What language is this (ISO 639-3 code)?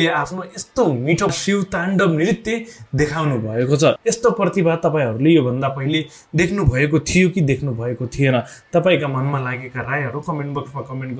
nep